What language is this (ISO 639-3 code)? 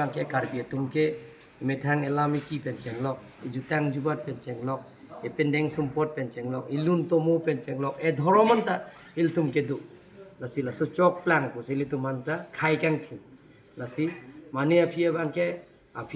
mjw